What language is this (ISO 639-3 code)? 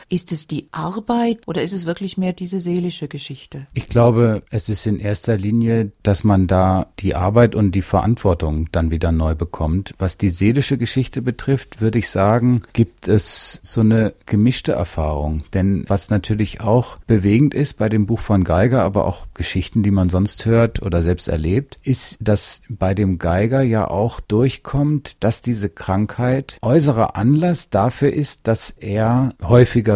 deu